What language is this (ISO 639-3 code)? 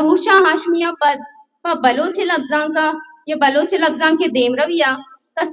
bal